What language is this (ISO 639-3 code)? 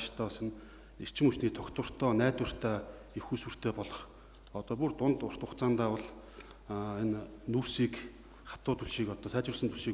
mon